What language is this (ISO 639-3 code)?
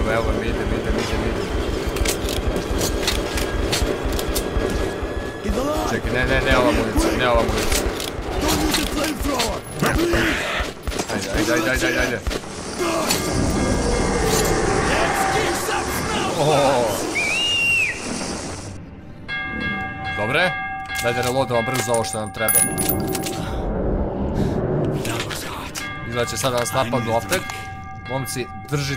srp